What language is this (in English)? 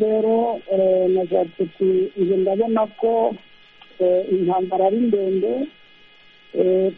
Kinyarwanda